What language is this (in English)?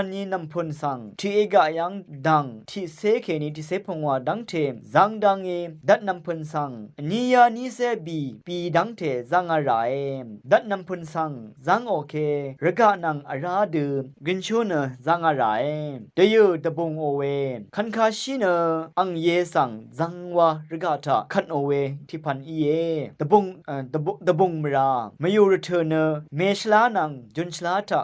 Rawang